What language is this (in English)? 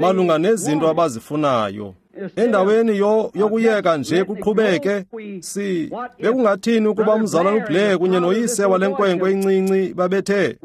Xhosa